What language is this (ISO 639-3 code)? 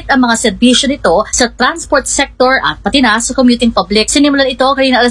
fil